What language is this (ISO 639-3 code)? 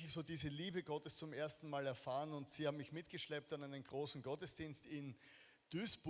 gsw